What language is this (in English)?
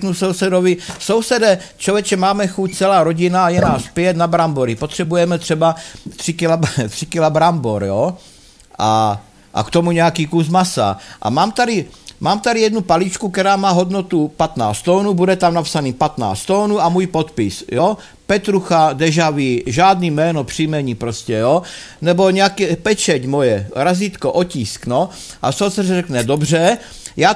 Czech